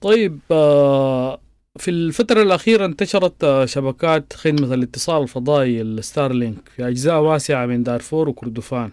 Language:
Sudanese Arabic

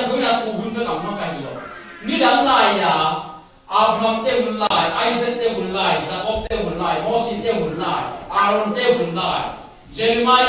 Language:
Tedim Chin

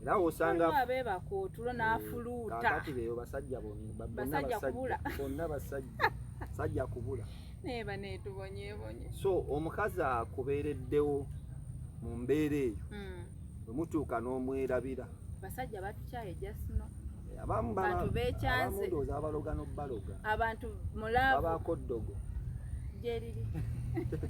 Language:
Ganda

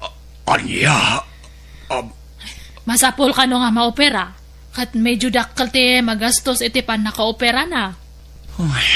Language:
Iloko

